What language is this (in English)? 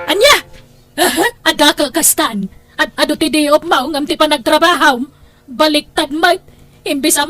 Iloko